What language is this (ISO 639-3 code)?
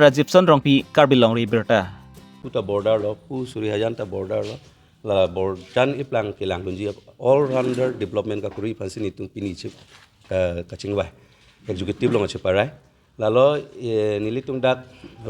mjw